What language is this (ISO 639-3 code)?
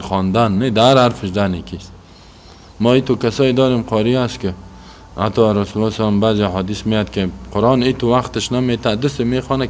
fas